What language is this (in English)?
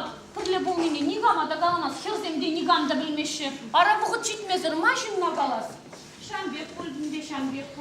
Chuvash